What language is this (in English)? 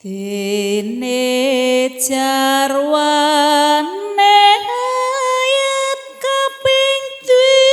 Javanese